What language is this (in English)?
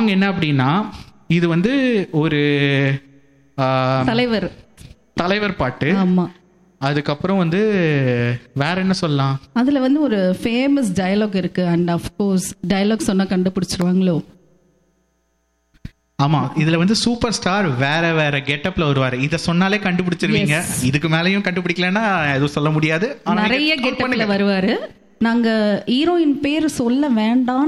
Tamil